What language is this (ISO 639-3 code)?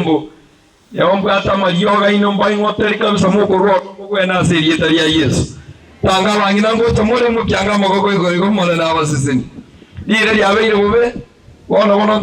guz